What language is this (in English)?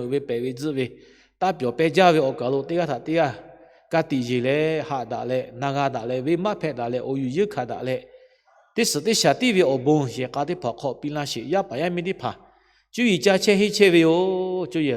Lahu